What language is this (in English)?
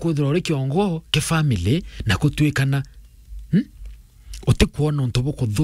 Meru